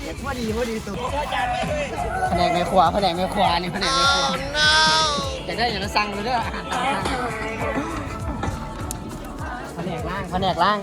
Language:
Lao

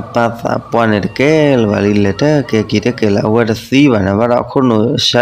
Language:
S'gaw Karen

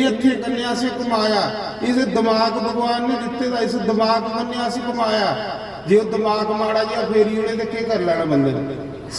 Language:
Dogri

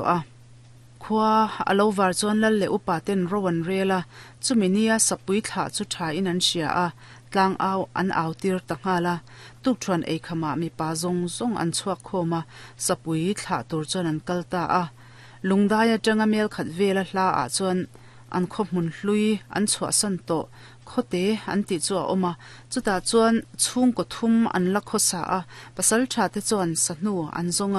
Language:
Mizo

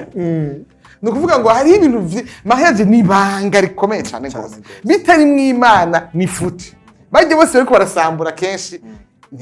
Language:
Rundi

